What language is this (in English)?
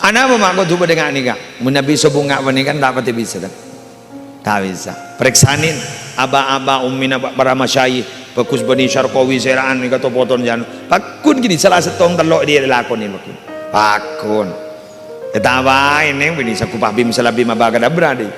Madurese